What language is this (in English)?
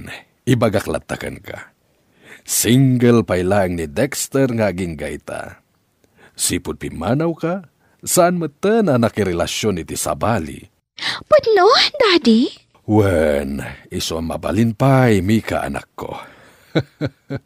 Iloko